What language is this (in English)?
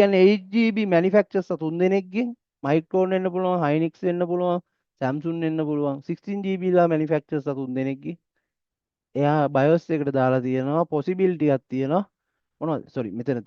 Sinhala